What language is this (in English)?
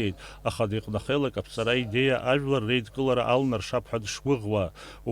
Abkhazian